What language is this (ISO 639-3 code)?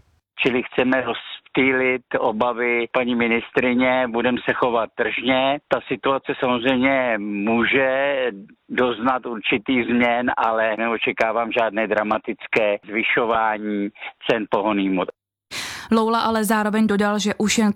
ces